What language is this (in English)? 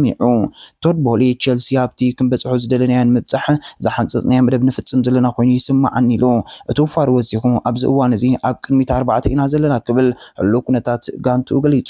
Tigrinya